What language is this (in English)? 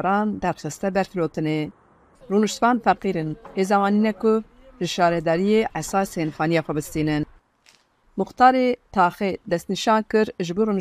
Kurdish